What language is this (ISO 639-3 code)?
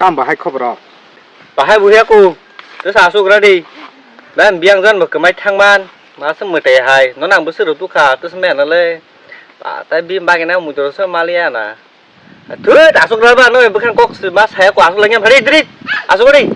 trp